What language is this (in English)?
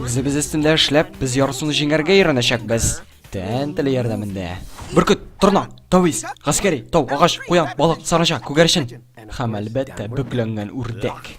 Tatar